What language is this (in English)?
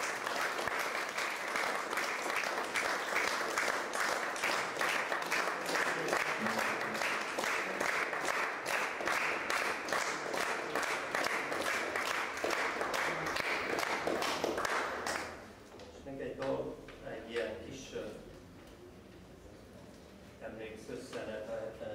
Hungarian